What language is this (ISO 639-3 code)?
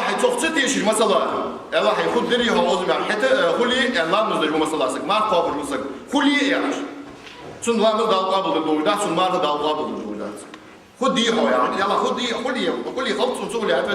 inh